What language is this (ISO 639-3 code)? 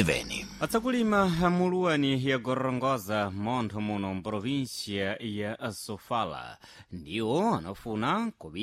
seh